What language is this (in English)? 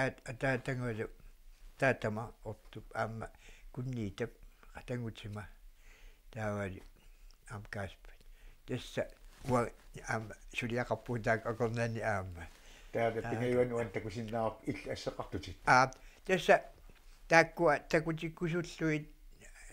Kalaallisut